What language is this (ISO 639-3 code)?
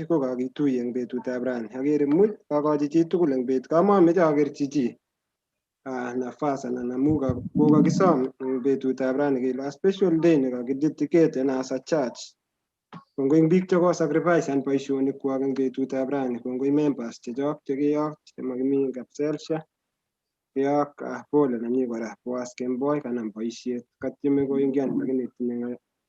kln